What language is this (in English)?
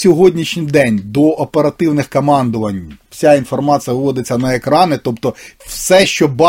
Ukrainian